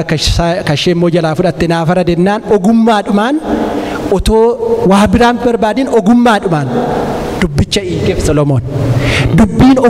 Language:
Oromo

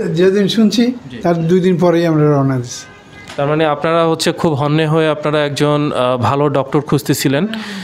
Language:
Bangla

